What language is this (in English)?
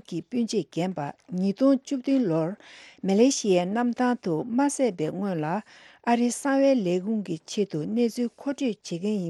Tibetan